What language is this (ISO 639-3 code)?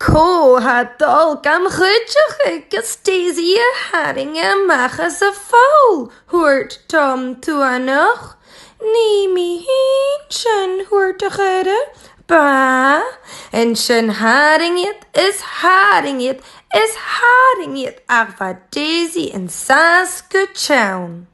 gla